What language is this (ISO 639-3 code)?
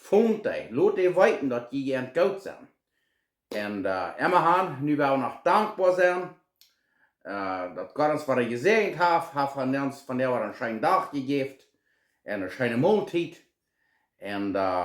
pdt